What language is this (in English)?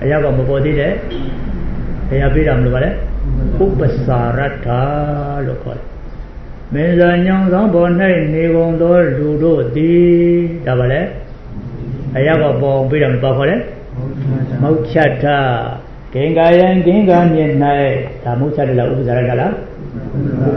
Burmese